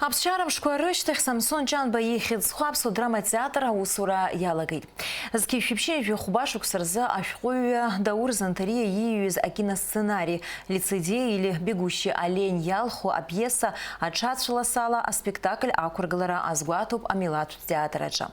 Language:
Abkhazian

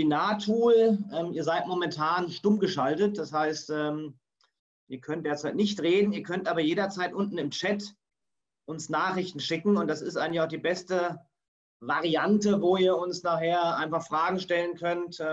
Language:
German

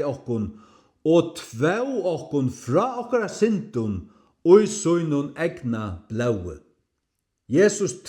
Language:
Faroese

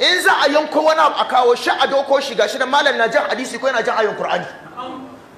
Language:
Hausa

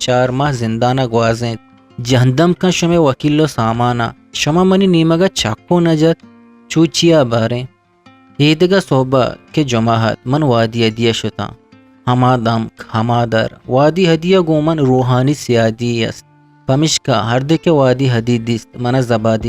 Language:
Eastern Balochi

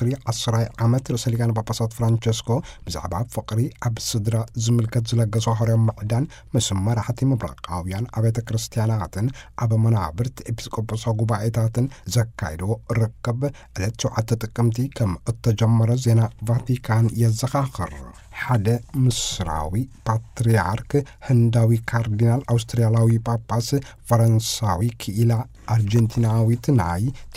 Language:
Tigrinya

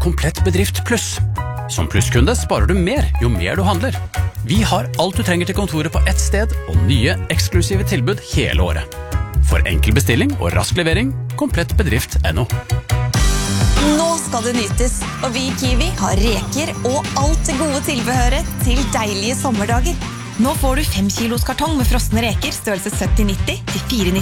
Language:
Norwegian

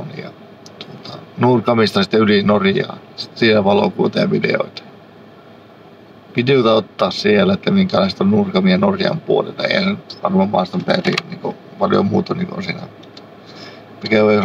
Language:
Finnish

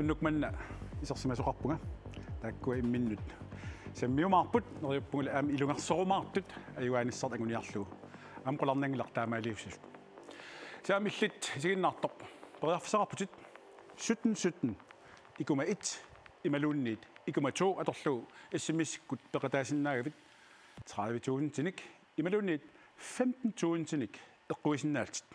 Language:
Kalaallisut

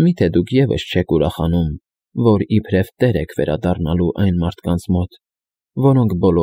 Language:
Armenian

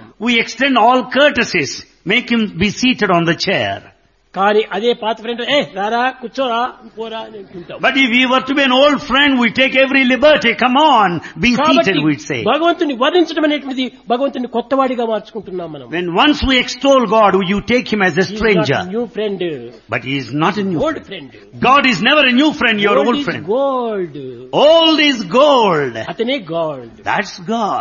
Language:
Telugu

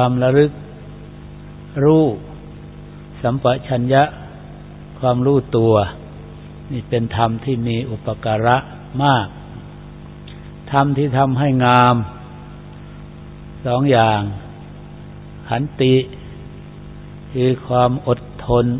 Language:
Thai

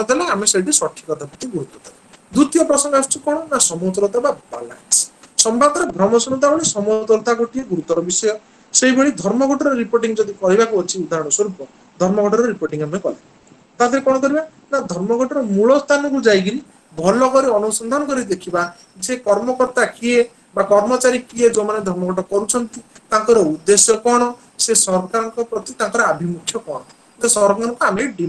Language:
Odia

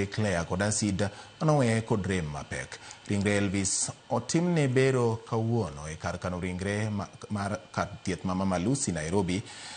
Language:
Luo (Kenya and Tanzania)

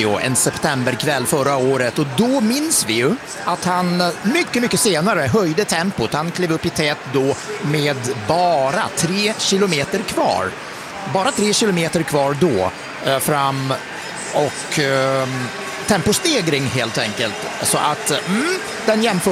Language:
Swedish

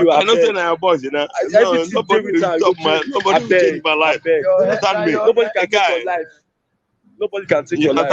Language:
Nigerian Pidgin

